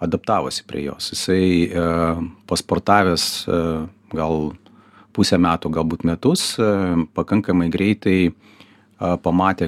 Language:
Lithuanian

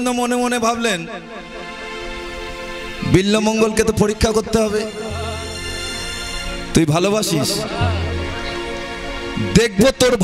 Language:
Bangla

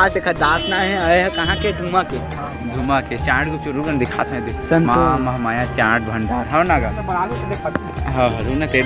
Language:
Chhattisgarhi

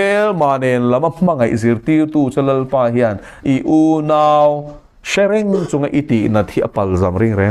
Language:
Mizo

